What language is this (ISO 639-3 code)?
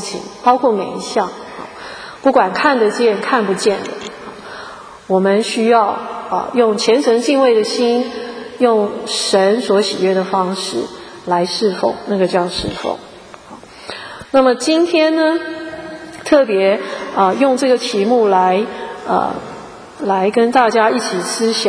zho